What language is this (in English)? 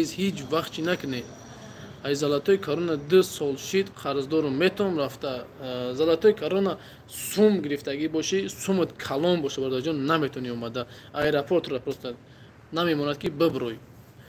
Tajik